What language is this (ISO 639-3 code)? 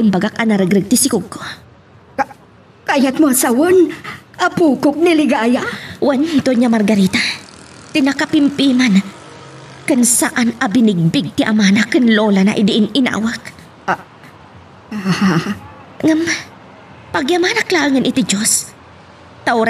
ilo